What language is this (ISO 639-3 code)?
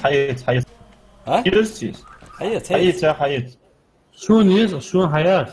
inh